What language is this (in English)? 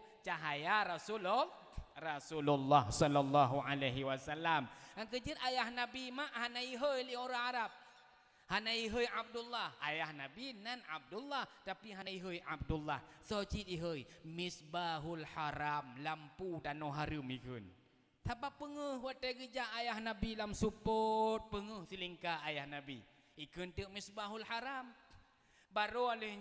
Achinese